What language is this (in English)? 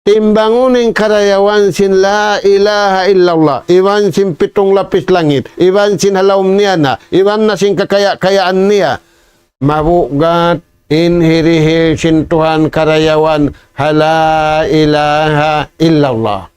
Tausug